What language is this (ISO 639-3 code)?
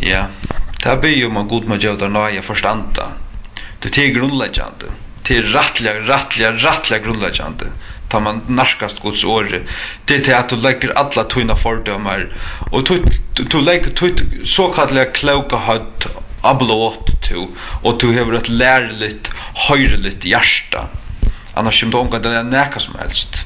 fao